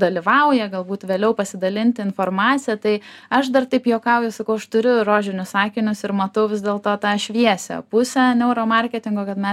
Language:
Lithuanian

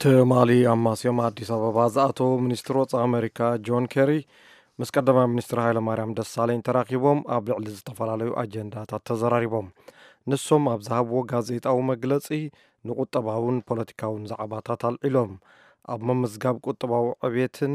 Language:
Tigrinya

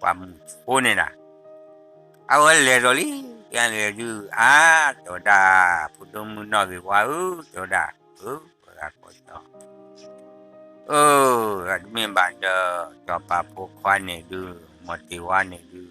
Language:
S'gaw Karen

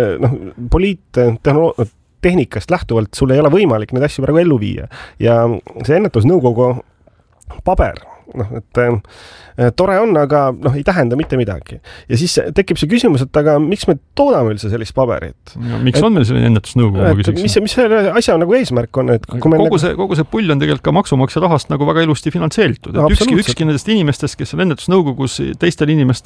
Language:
Estonian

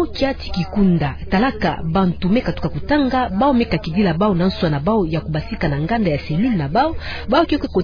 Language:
Kituba (Democratic Republic of Congo)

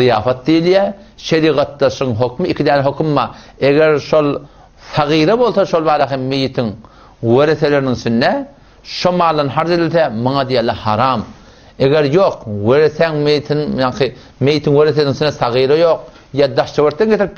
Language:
Turkmen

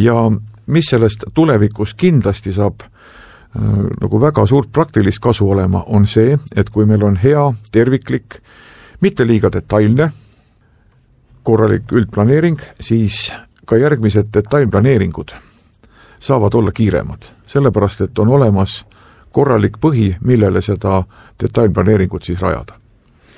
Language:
Estonian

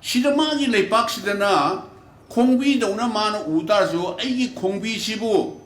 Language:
Manipuri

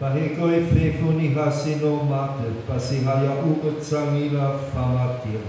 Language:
Nias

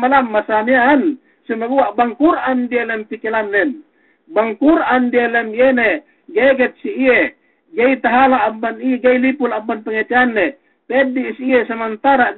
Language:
Yakan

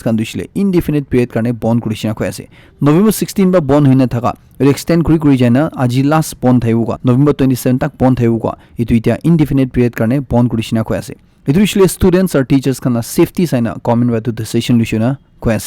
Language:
Naga Pidgin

